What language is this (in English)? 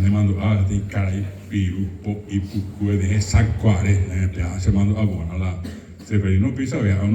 Guarani